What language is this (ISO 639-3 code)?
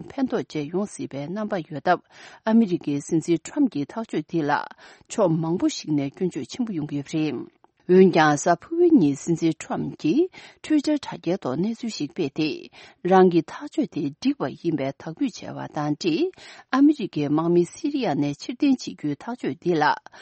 bod